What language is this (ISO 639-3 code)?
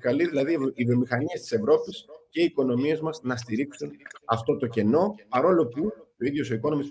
ell